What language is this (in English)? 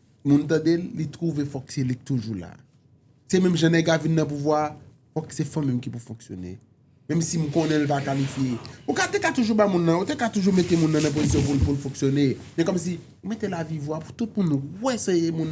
Haitian Creole